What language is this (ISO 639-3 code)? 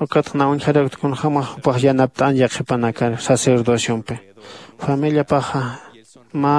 aym